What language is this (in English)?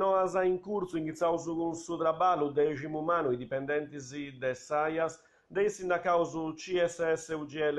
Sardinian